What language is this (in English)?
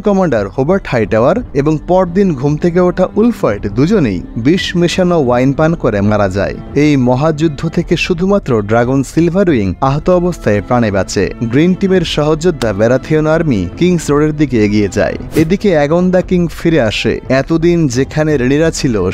Bangla